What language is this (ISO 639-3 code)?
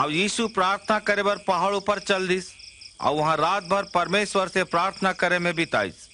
hne